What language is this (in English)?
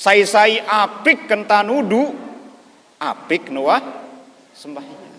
Sasak